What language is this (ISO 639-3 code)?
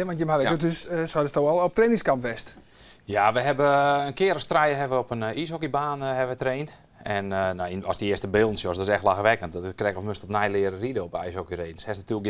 fry